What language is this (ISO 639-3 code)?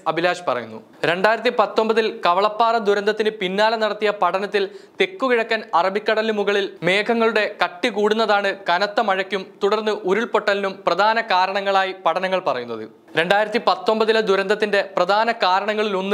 mal